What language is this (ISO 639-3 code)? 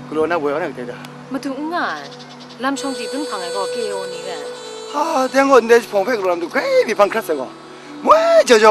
kac